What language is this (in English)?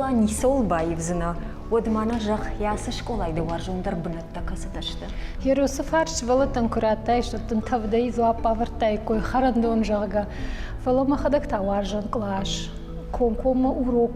Ossetic